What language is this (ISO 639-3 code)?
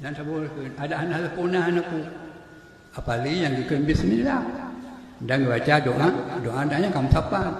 ace